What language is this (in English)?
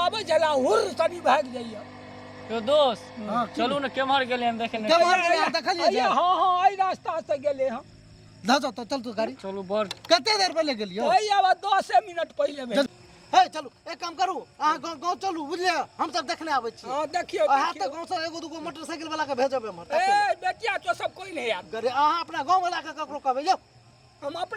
Maithili